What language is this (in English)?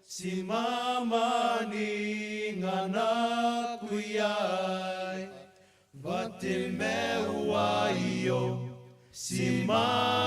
Gilbertese